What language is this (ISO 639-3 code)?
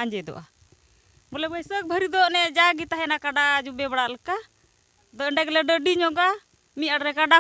sat